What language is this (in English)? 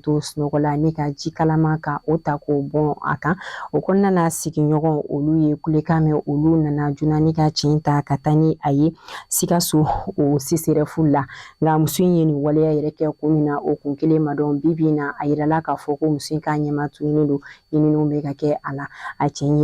Bambara